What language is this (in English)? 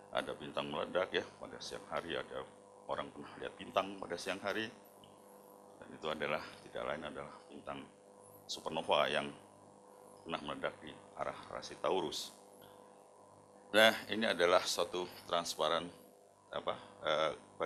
Indonesian